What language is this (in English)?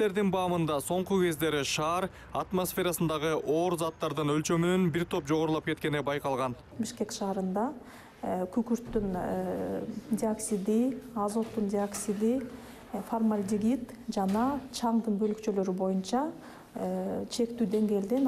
Kyrgyz